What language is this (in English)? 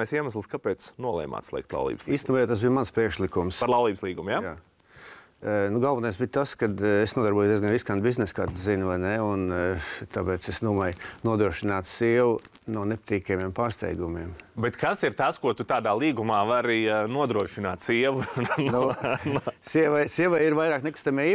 Latvian